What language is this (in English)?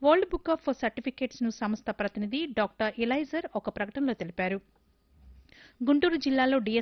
Telugu